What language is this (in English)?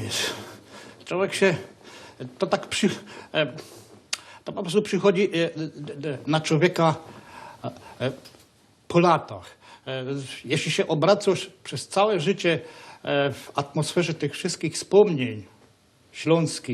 Silesian